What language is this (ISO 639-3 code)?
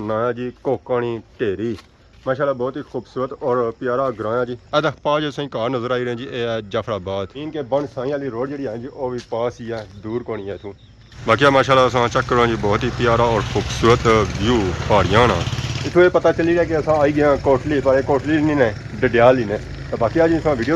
phr